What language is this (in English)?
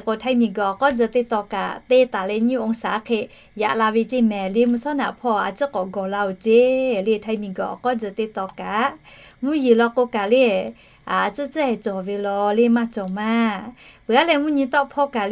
Lahu